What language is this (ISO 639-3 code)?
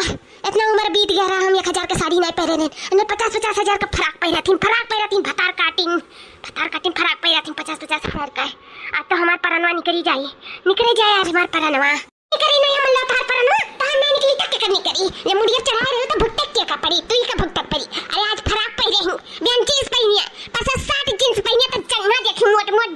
awa